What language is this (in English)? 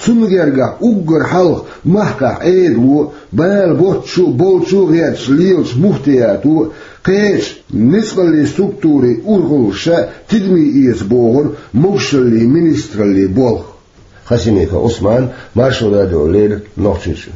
Chechen